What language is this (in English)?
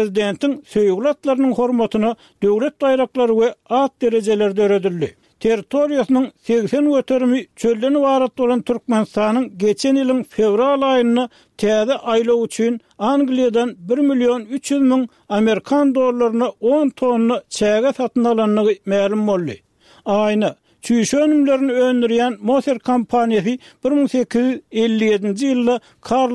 Turkmen